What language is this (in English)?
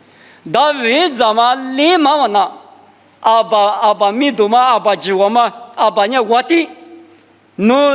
Lisu